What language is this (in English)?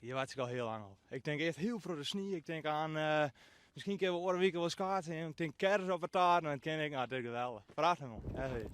Western Frisian